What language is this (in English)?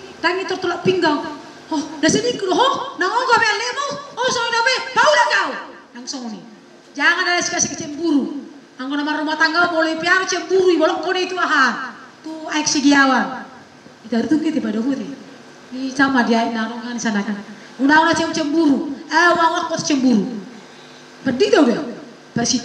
Batak Toba